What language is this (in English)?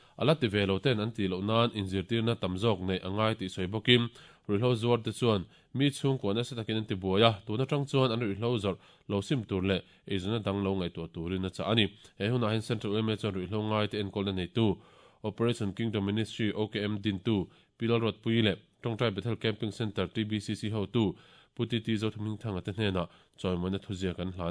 Mizo